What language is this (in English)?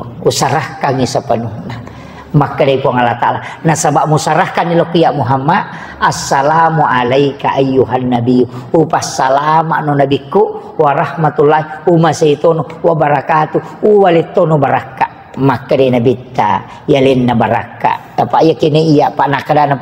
Buginese